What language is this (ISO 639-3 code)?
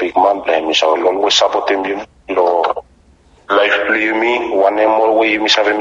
bis